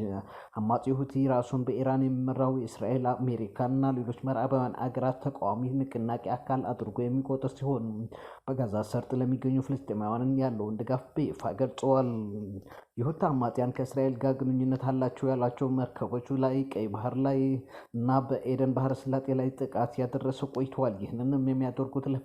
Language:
Amharic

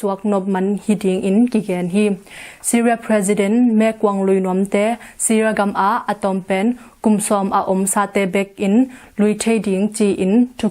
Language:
Tedim Chin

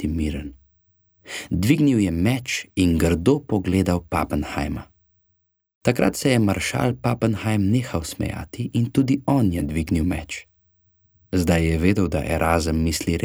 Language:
Slovenian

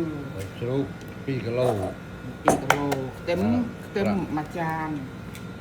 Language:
Khmer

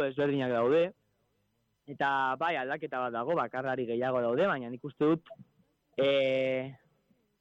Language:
Basque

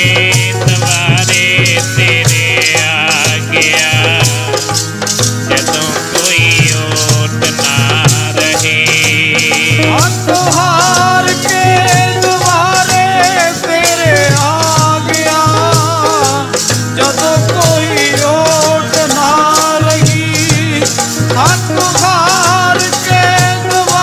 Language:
Punjabi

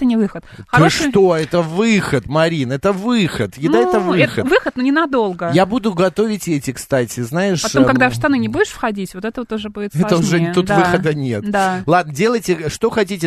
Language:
Russian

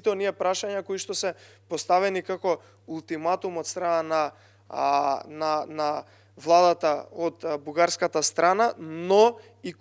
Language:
Macedonian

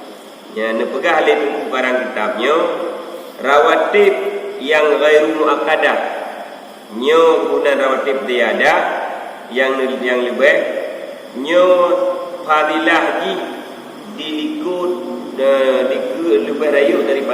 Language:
Achinese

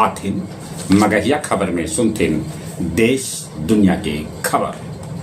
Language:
Magahi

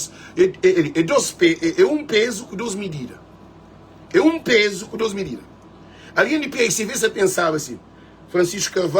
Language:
Kabuverdianu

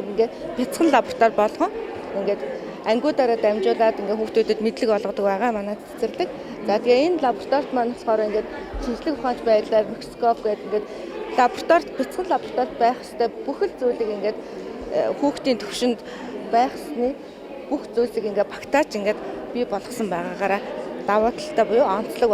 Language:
Mongolian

